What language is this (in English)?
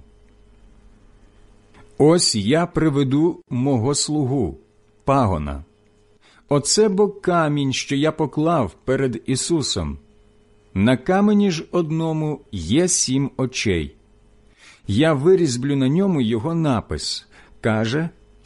Ukrainian